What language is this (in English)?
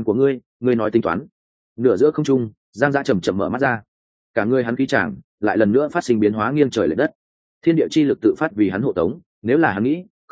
Vietnamese